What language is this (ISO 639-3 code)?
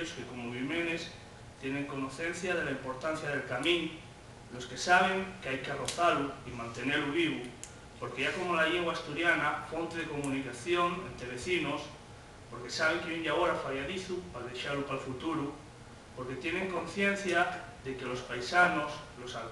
ast